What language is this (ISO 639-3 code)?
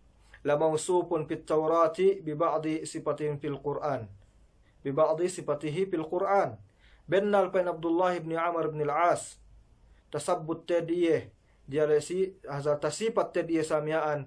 yka